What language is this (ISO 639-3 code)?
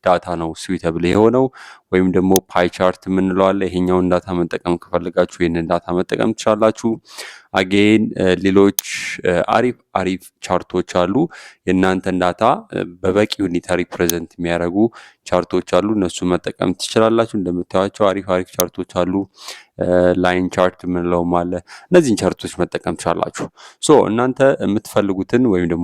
amh